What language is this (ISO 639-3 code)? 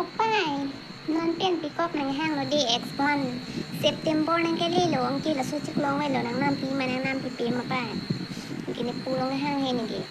mjw